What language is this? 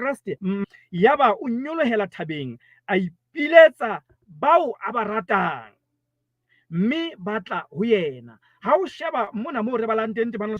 Southern Sotho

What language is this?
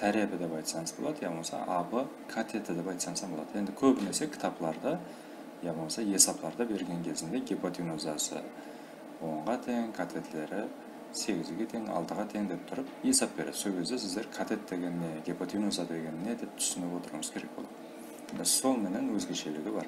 Kara-Kalpak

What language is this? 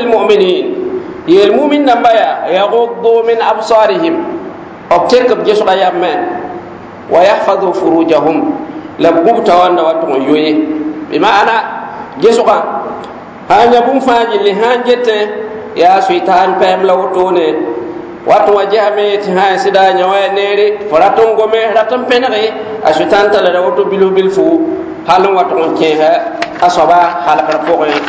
Mossi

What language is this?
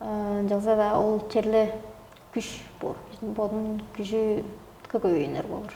Tuvinian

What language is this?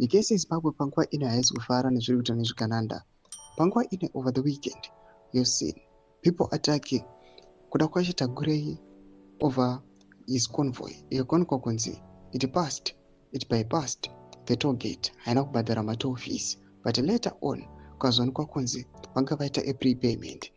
Shona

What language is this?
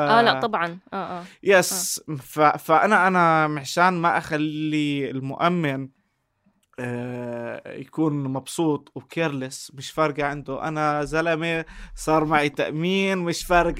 North Levantine Arabic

